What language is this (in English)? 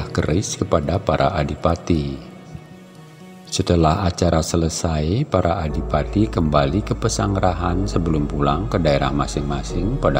Indonesian